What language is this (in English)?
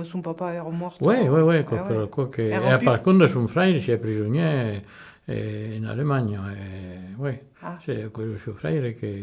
Occitan